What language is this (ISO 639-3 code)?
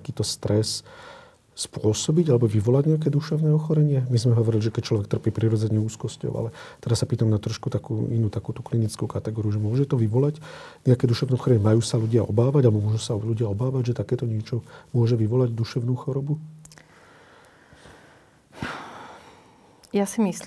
slk